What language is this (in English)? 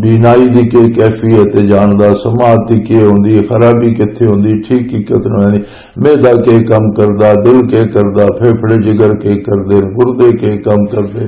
Western Panjabi